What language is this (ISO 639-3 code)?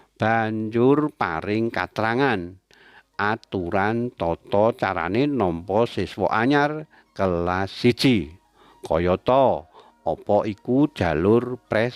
jav